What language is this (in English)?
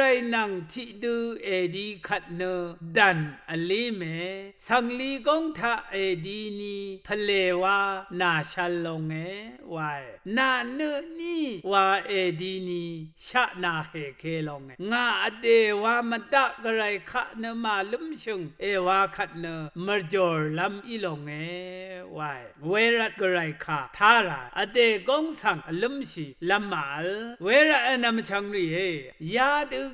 Rawang